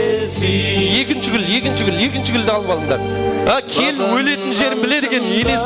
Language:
Kara-Kalpak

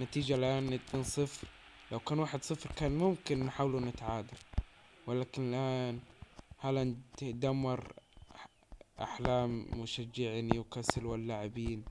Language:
Egyptian Arabic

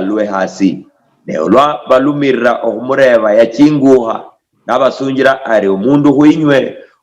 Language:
Luyia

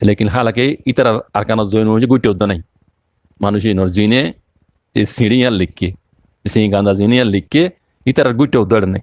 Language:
Rohingya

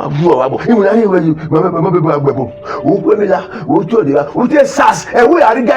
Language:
Bini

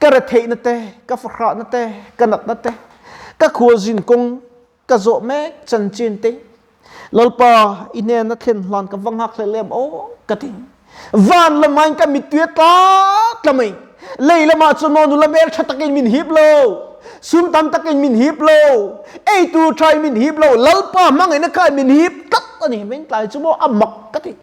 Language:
Mizo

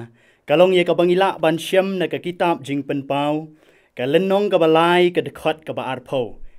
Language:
Khasi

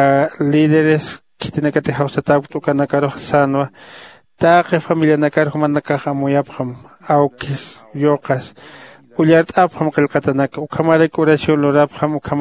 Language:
Aymara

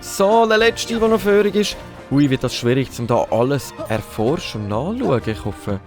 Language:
Swiss German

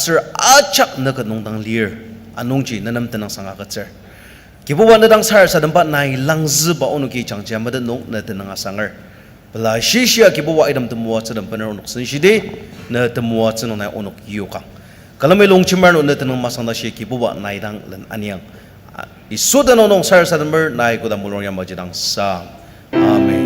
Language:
Ao Naga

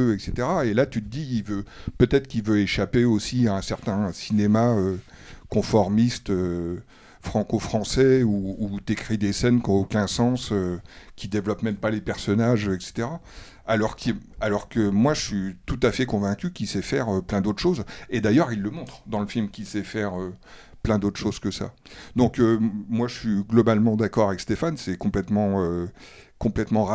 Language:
French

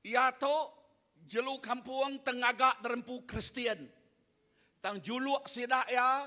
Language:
Iban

